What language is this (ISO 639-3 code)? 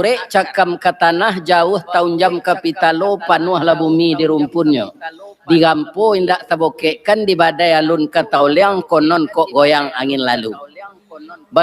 min